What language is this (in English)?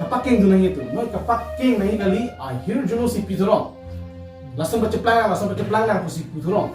Karbi